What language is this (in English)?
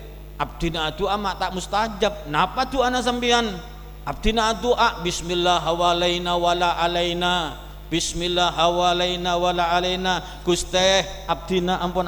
Madurese